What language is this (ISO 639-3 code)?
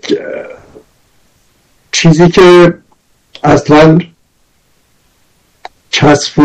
fas